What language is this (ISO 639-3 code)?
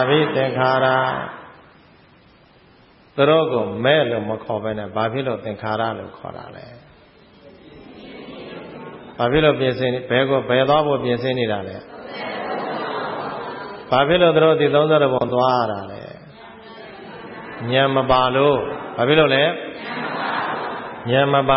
mya